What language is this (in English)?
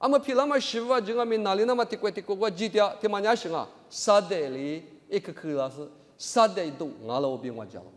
Lisu